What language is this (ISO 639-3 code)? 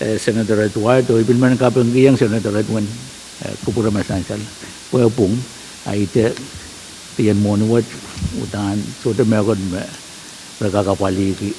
pon